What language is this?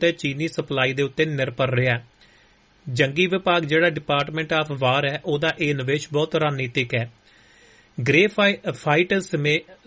Punjabi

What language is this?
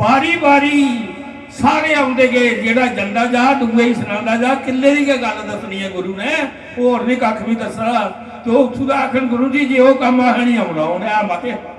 Dogri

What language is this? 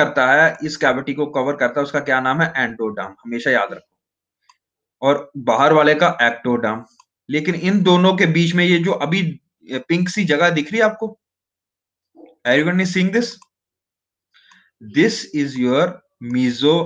Hindi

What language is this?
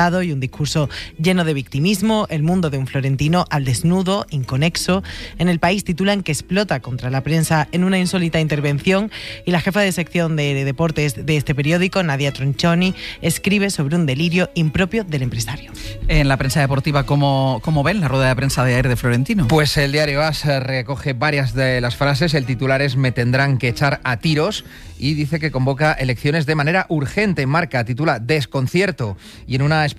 Spanish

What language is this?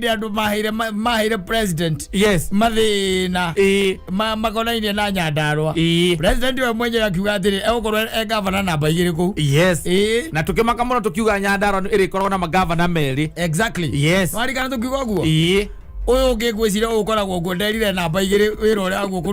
Kikuyu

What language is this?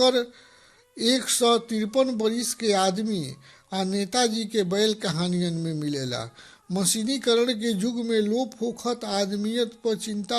Bhojpuri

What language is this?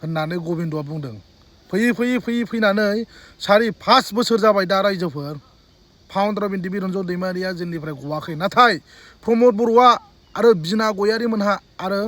Bodo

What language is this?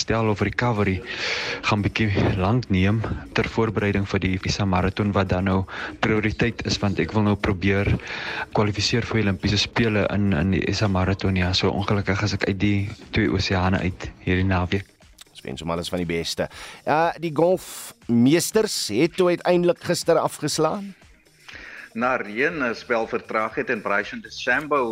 Afrikaans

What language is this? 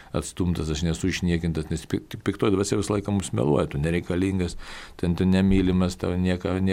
Lithuanian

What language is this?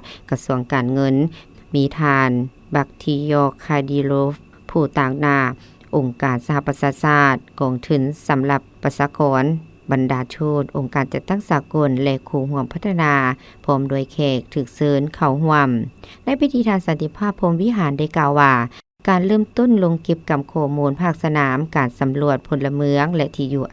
Lao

